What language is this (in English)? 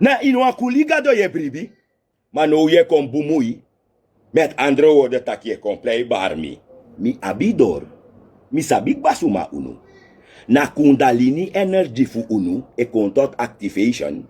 Sranan Tongo